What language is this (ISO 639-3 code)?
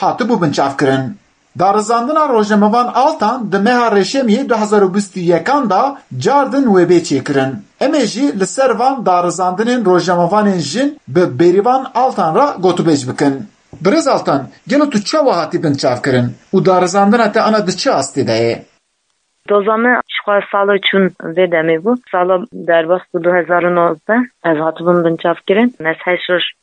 kur